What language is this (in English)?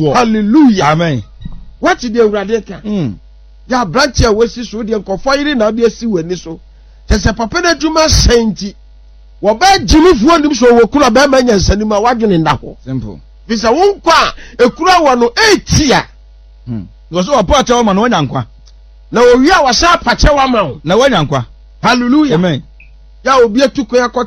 Akan